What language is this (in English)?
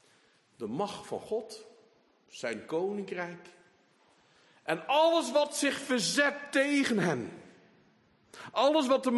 Dutch